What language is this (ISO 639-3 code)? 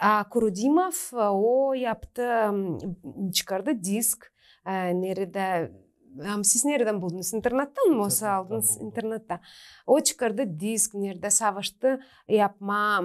gag